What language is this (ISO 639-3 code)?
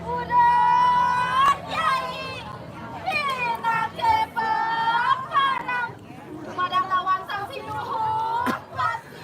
ban